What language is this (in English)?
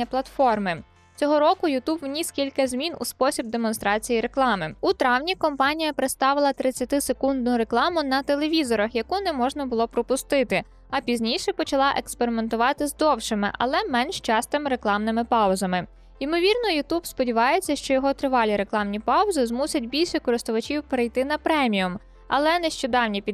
Ukrainian